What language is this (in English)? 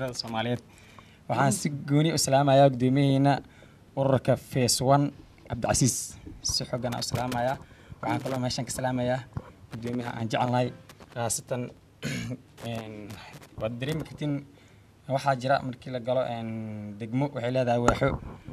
Somali